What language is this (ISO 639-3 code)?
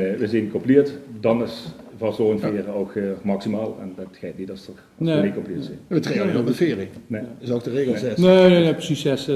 lim